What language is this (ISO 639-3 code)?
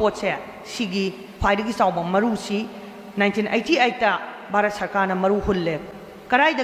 mni